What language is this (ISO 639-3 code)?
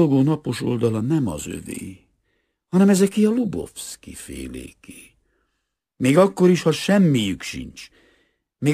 hun